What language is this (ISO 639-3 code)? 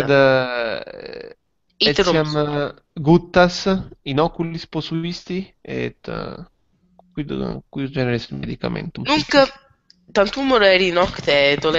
lat